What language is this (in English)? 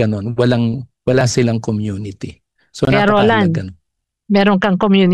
Filipino